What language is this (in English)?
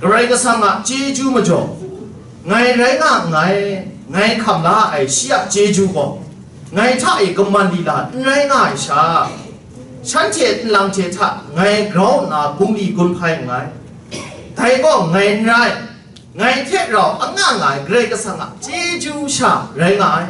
Kachin